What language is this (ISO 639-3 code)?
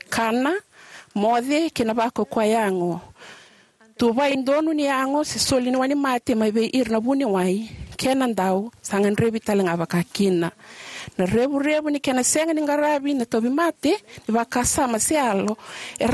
fij